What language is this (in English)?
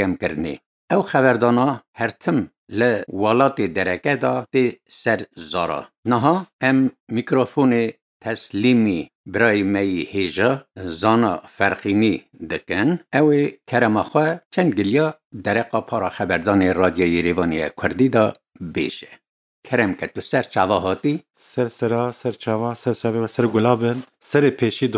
Kurdish